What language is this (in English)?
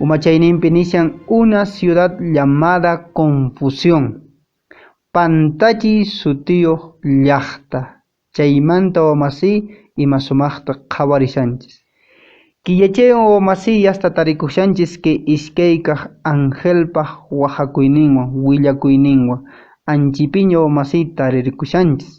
Quechua